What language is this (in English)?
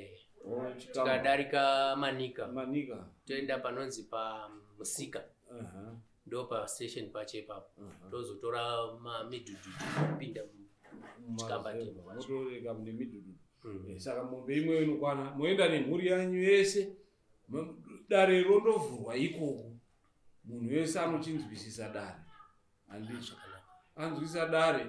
Shona